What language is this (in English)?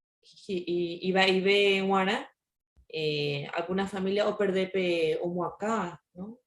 Guarani